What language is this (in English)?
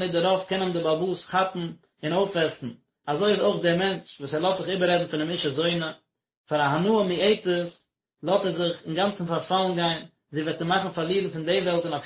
Yiddish